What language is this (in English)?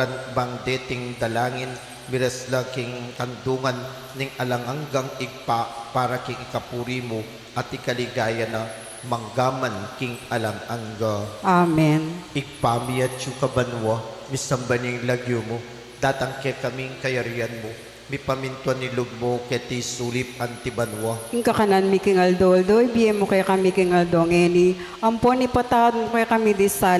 Pampanga